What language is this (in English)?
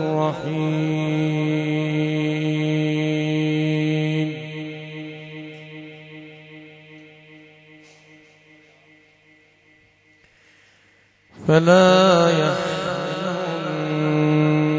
Arabic